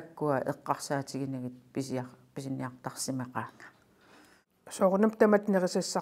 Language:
Kalaallisut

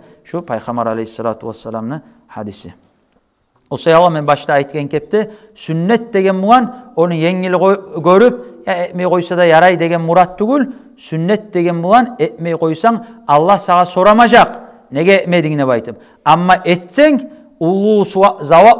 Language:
Kumyk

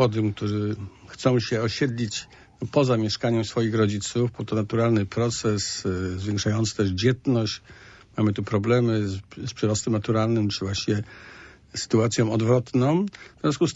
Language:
Polish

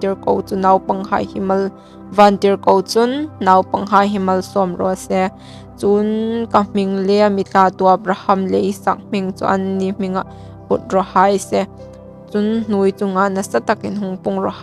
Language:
Hmar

